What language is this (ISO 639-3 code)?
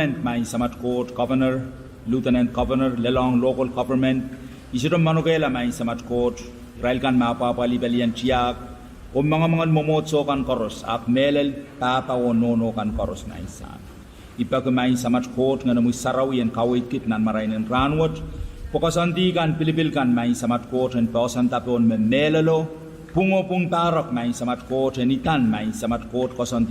pon